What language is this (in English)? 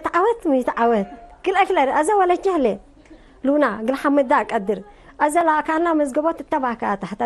Tigre